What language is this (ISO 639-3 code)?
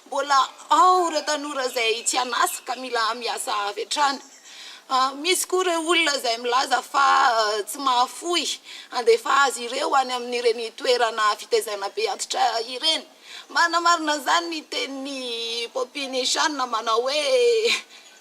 mlg